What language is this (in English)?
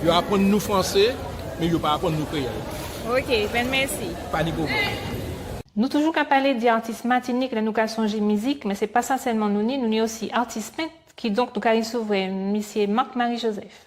Guadeloupean Creole French